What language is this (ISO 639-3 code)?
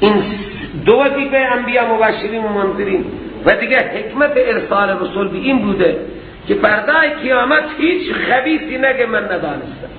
fas